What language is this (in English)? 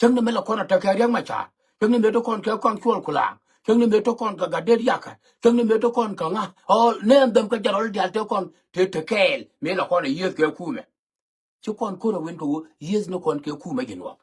Nuer